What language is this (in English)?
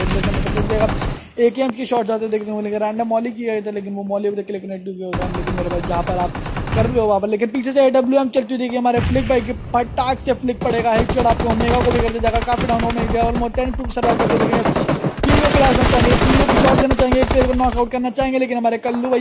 Hindi